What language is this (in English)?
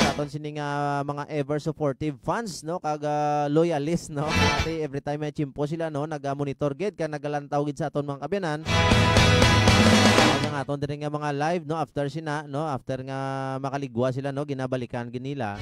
Hiligaynon